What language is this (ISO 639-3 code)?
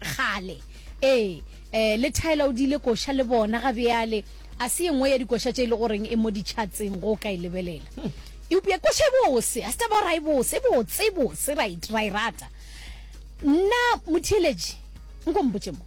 nso